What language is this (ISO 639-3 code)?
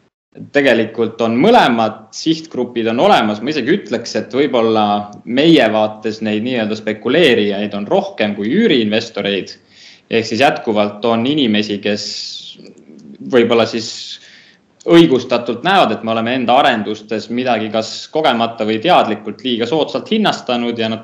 est